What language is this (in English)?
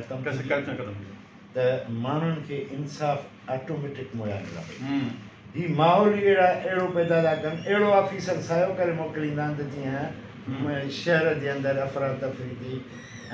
Sindhi